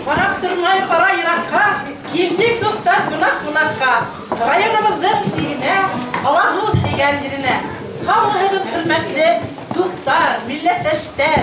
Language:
Bashkir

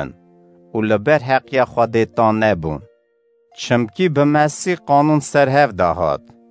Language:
Kurdish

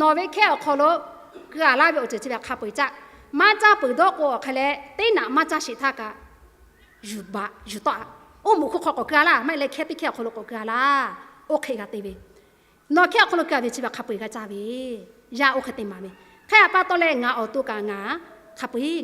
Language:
Lahu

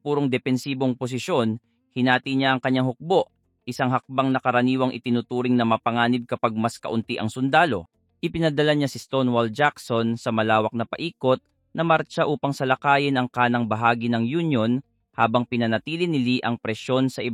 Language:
Filipino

